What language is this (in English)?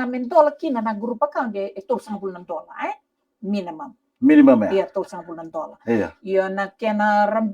Fijian